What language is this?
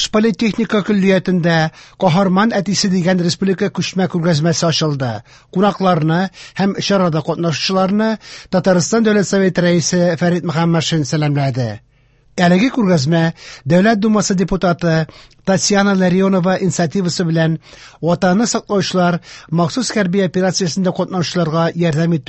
Tatar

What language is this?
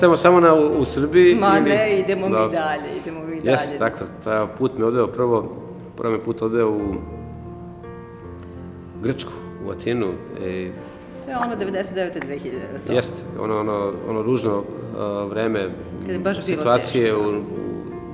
Serbian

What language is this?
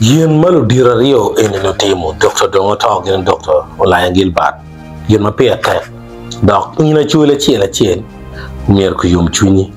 Acoli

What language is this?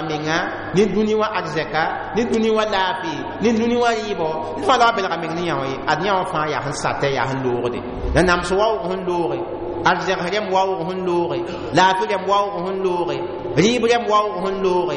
Mossi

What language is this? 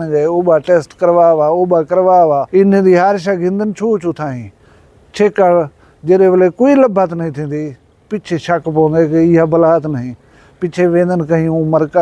Saraiki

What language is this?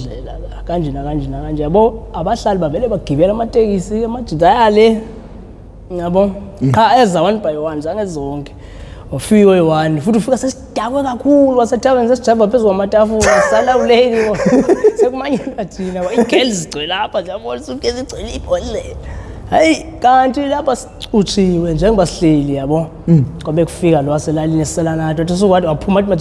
Zulu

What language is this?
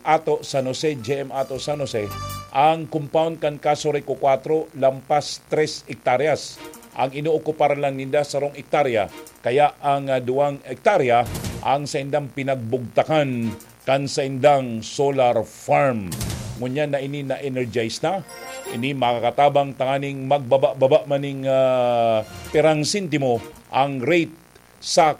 Bikol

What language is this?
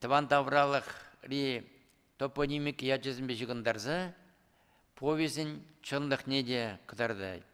Chuvash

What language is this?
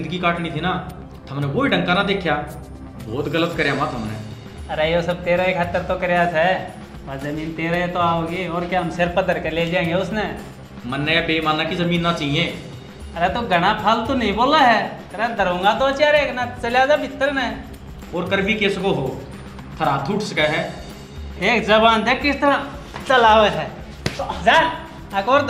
Haryanvi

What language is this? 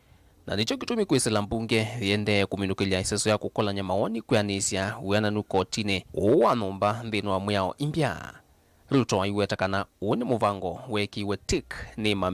Kamba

